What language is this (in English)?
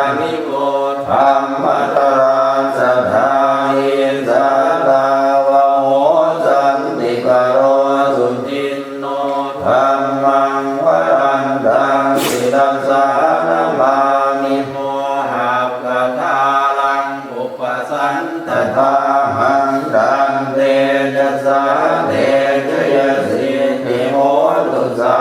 Pali